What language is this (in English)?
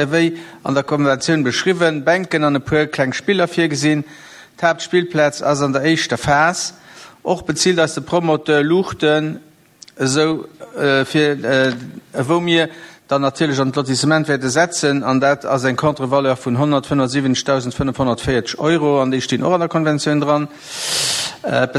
Luxembourgish